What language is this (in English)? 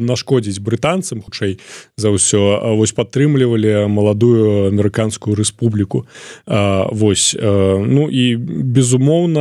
Belarusian